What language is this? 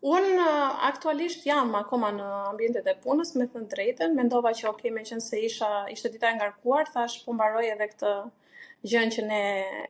Albanian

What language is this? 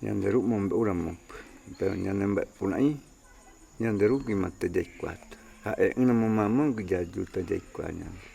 Mbyá Guaraní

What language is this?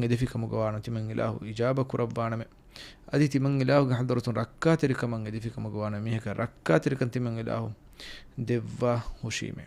Divehi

